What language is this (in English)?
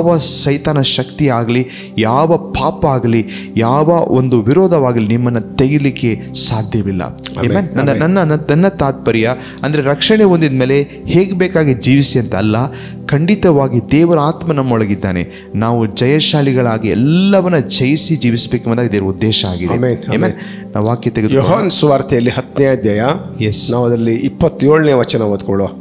Kannada